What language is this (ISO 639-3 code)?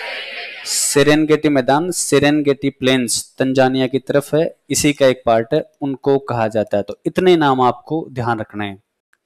hin